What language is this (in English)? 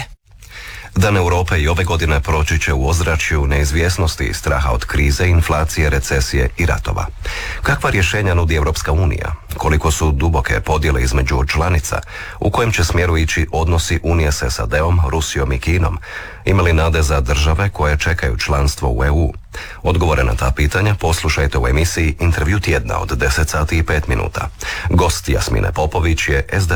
Croatian